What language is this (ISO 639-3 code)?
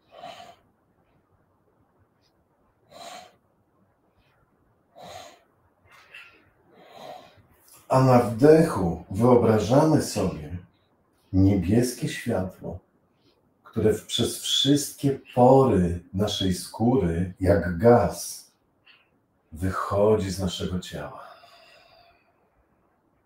pol